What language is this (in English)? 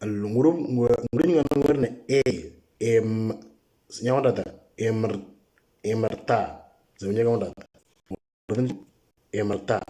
Moro